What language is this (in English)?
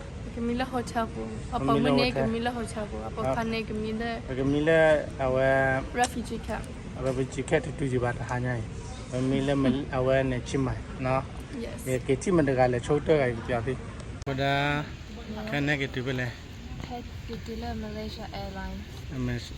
S'gaw Karen